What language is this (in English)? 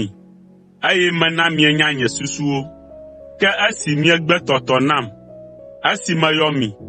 Ewe